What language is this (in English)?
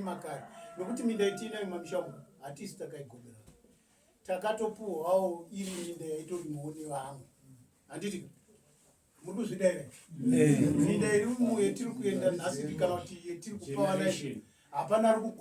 Shona